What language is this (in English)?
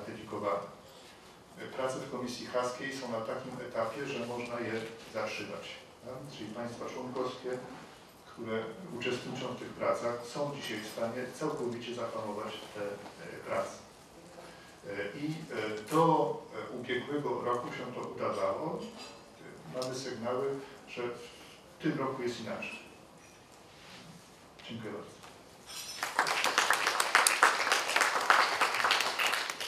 Polish